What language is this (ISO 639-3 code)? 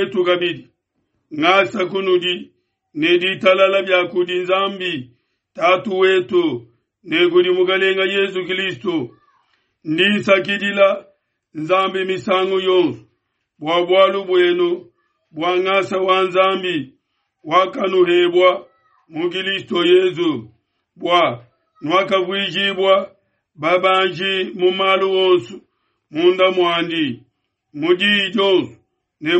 lua